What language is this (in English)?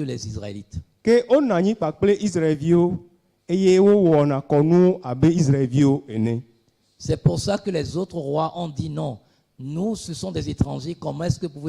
Ewe